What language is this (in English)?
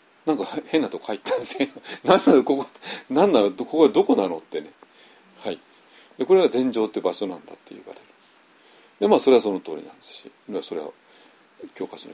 Japanese